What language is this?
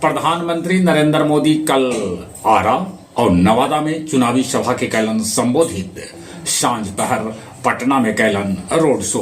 Magahi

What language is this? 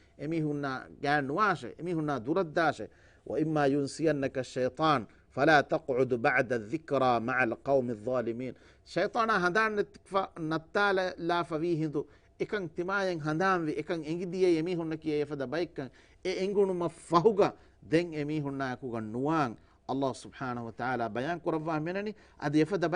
Divehi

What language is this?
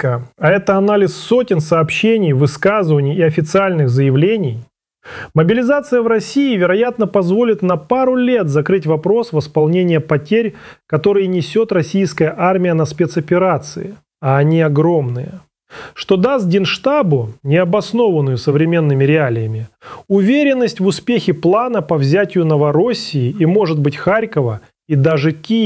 Russian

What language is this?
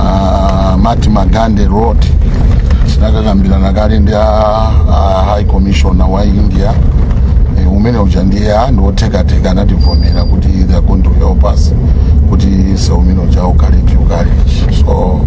Nyanja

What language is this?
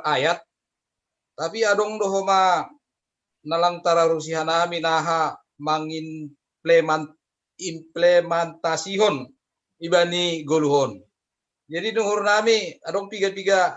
Batak Simalungun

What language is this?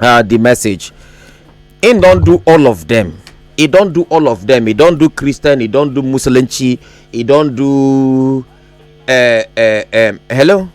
Nigerian Pidgin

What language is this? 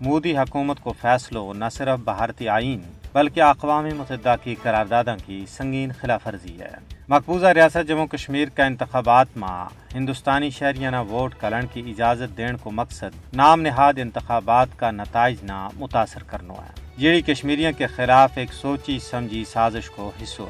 Gujari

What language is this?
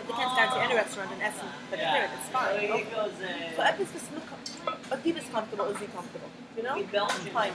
Yiddish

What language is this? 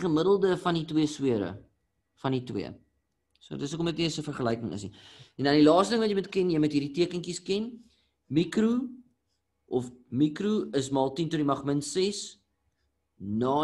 Afrikaans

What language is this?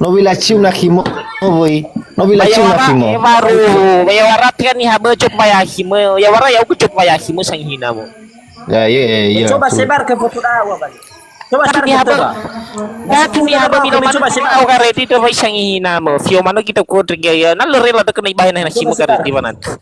Nias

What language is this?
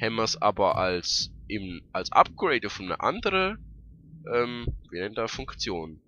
Swiss German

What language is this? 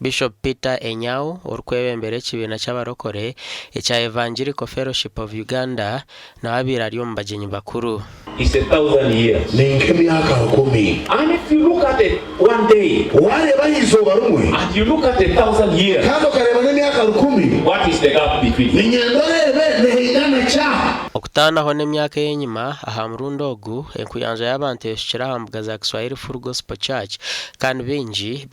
Nyankole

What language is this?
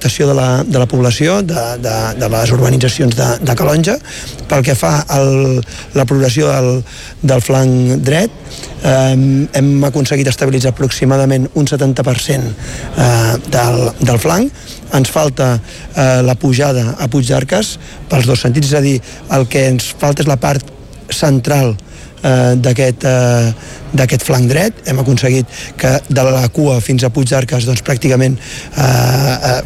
Catalan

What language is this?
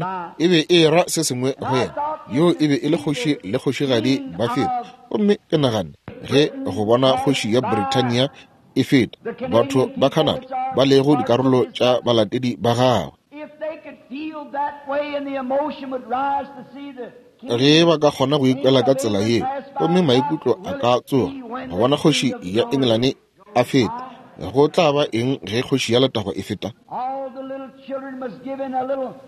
Northern Sotho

